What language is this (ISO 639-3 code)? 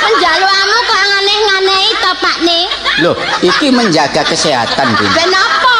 jav